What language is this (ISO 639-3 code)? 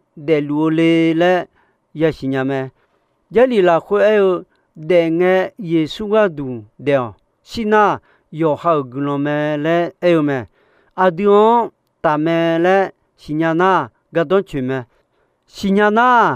ahk